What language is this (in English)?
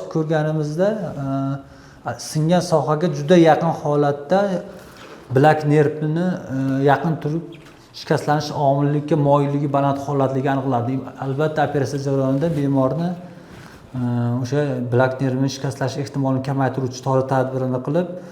Uzbek